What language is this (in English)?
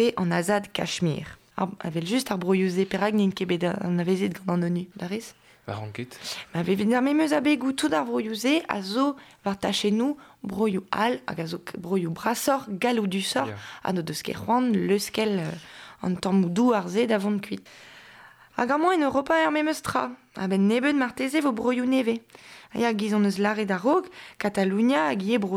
Breton